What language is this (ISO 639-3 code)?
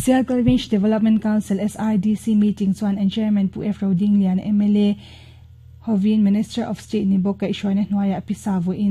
lus